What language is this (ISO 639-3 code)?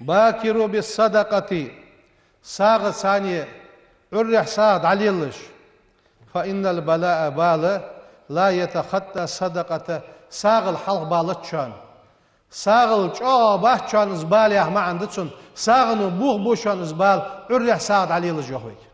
inh